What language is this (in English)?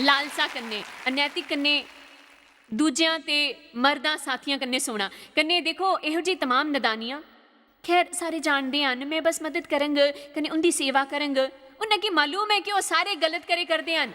Dogri